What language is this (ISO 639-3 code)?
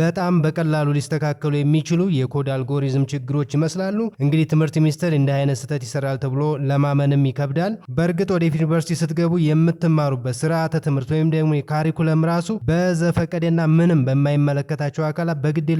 amh